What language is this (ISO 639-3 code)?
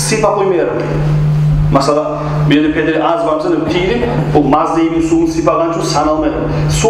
kum